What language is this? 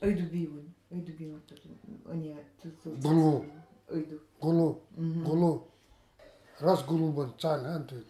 Nanai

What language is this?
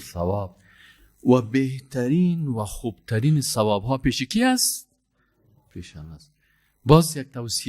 Persian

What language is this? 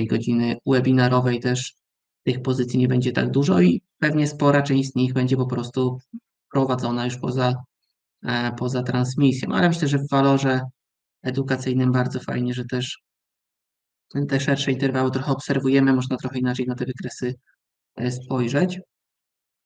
Polish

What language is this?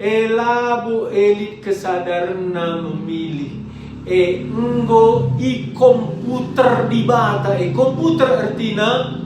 Batak Karo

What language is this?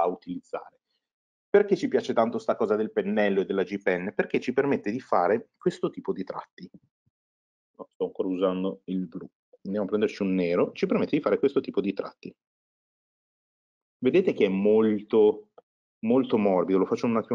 Italian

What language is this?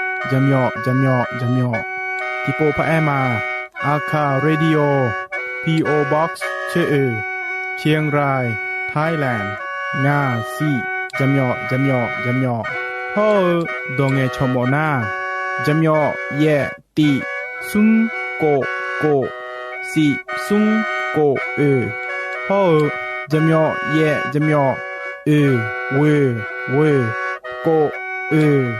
Akha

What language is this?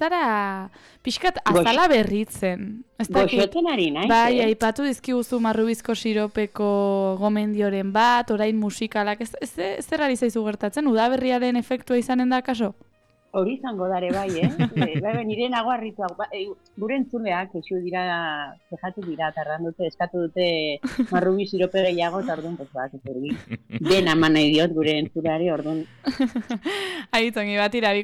Basque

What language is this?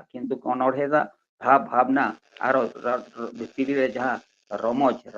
Santali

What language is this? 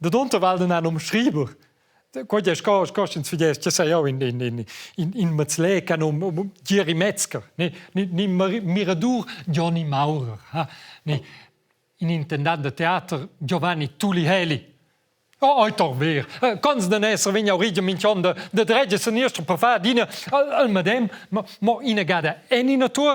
Romansh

